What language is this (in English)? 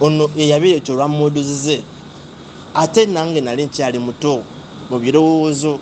Ganda